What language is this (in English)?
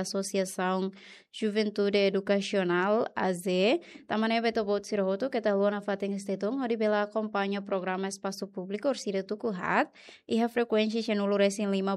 Tetum